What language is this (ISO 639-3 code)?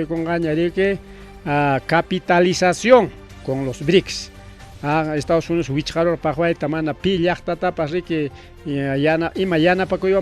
quy